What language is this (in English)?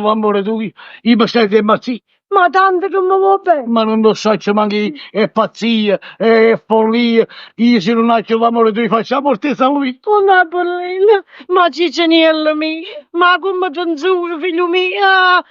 Neapolitan